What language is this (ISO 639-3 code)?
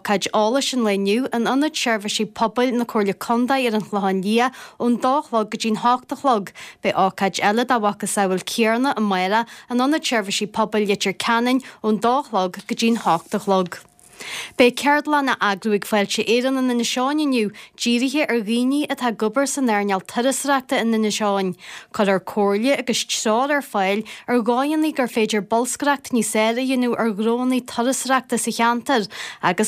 gle